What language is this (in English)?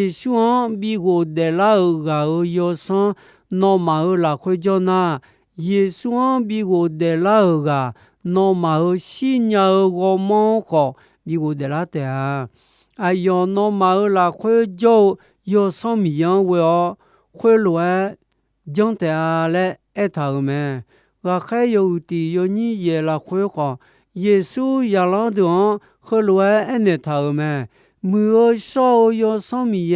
Akha